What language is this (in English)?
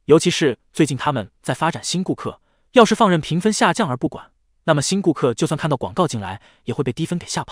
Chinese